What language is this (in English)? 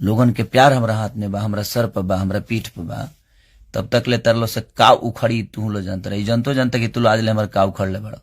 Bhojpuri